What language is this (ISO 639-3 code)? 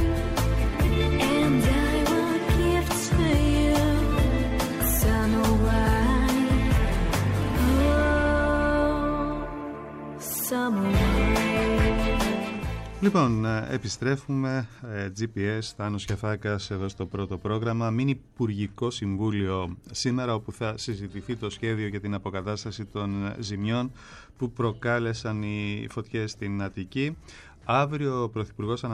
ell